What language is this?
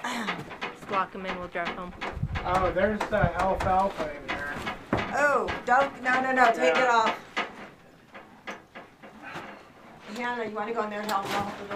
English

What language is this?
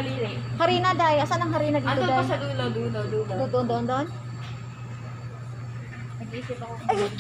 Filipino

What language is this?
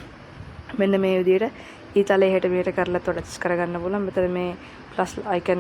Sinhala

